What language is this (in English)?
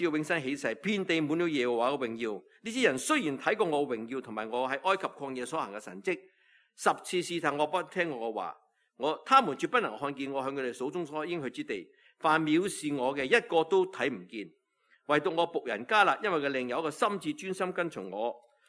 Cantonese